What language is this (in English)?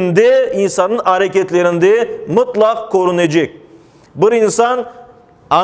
Crimean Tatar